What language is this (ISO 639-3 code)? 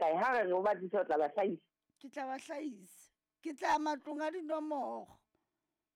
sot